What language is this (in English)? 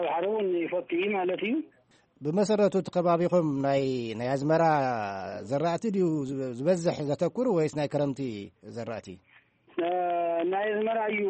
Tigrinya